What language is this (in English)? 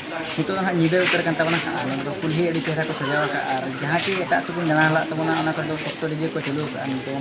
Santali